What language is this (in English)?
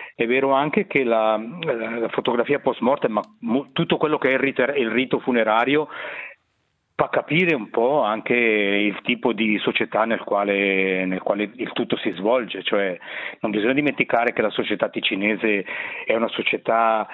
Italian